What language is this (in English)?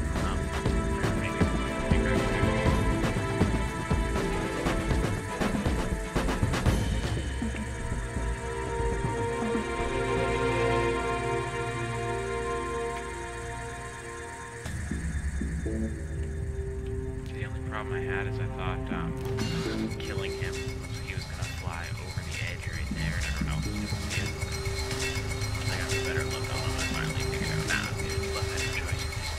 English